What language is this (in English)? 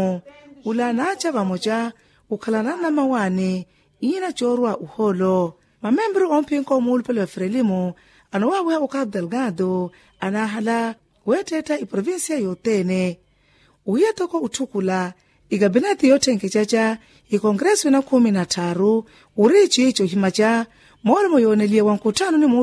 Makhuwa